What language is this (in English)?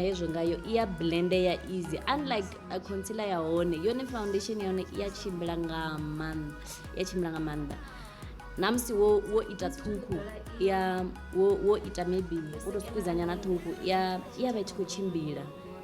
Venda